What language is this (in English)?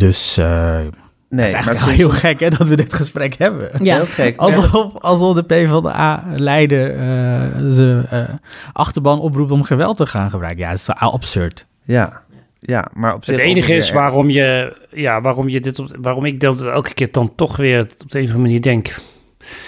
Dutch